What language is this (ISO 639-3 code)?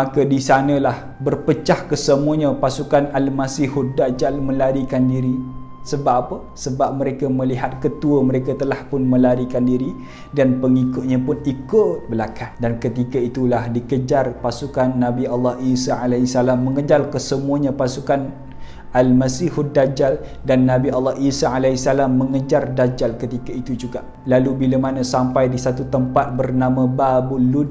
msa